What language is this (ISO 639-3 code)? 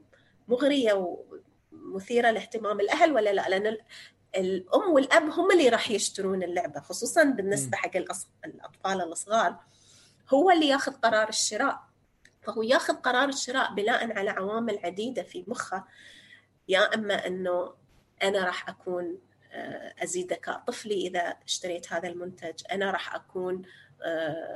apc